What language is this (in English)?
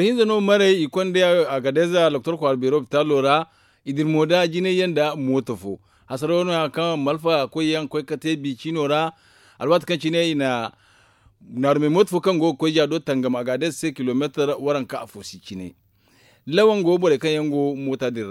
Zarma